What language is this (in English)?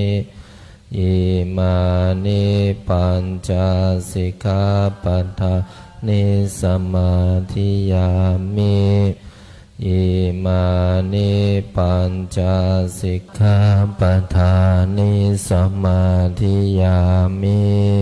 Pali